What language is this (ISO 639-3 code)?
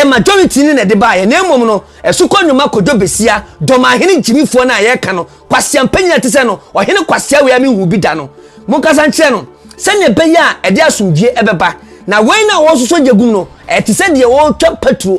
aka